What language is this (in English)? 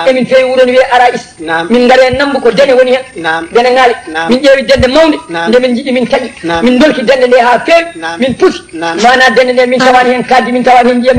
Fula